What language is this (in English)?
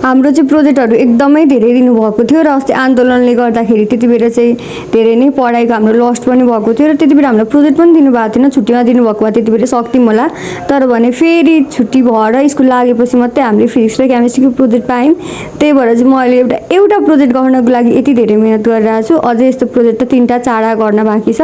Nepali